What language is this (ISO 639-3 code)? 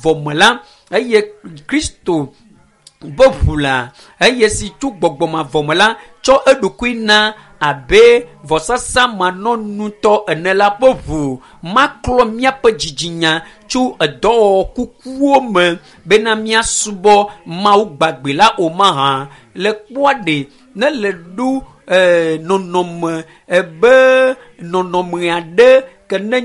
ewe